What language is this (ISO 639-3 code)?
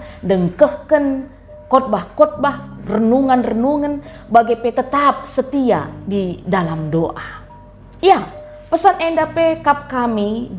btx